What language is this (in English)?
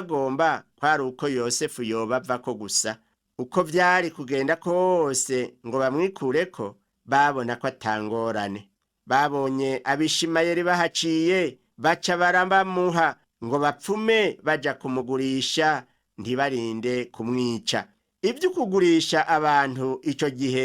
Rundi